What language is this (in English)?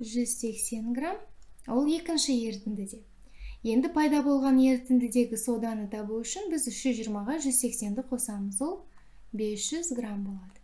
Kazakh